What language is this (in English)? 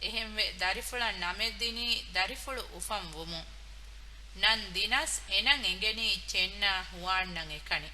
Divehi